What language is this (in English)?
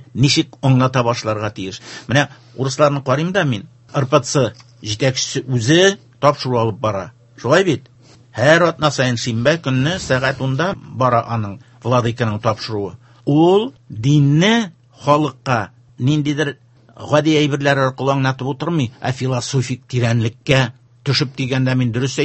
Tatar